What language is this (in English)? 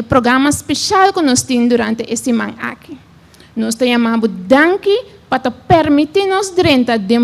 Papiamento